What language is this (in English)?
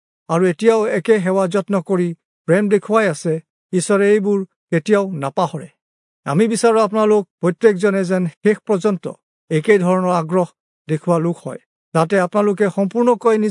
Assamese